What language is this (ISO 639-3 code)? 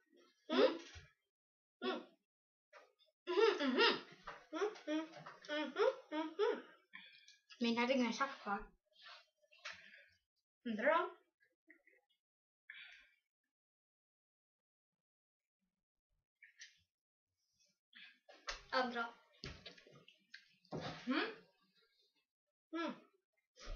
swe